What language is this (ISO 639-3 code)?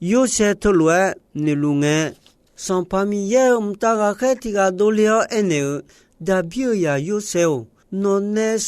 ahk